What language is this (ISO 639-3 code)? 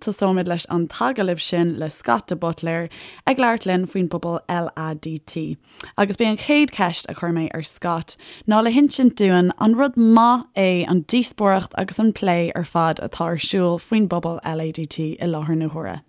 gle